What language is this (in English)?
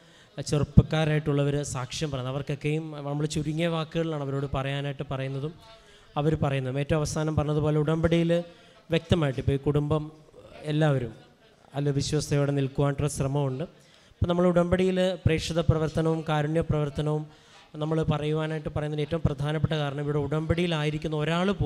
Malayalam